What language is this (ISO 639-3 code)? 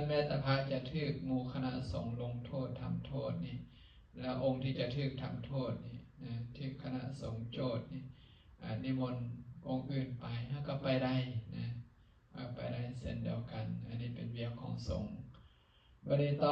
lao